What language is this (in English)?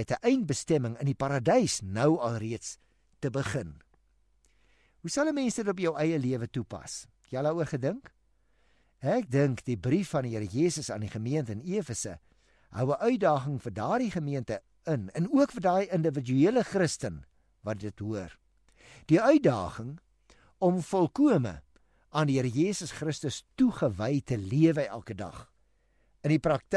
Afrikaans